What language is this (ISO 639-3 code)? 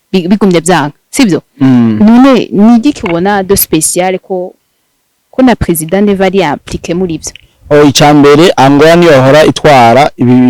run